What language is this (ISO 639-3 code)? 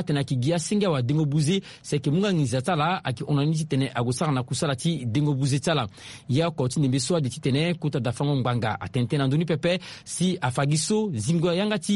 sag